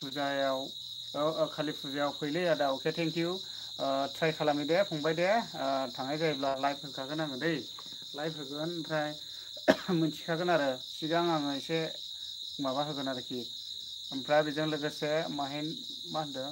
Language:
Bodo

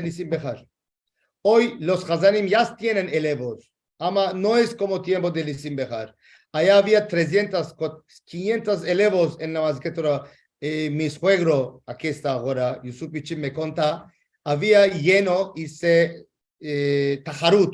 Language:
Ladino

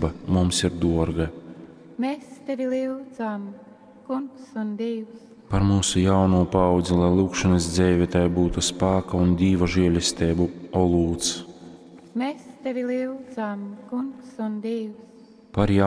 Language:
Latgalian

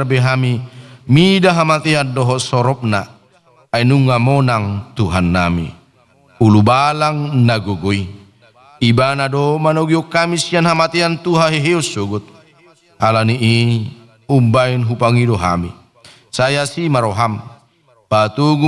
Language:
Batak Toba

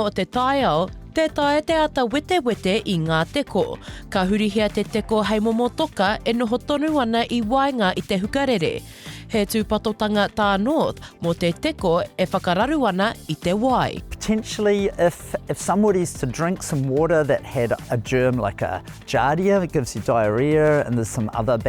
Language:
Māori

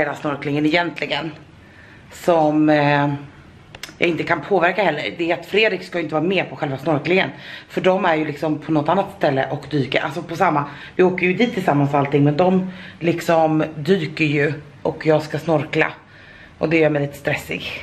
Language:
Swedish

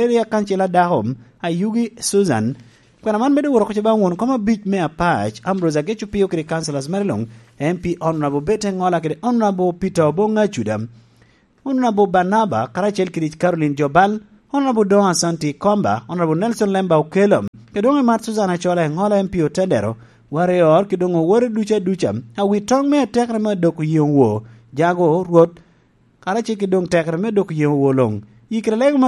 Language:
Lango (Uganda)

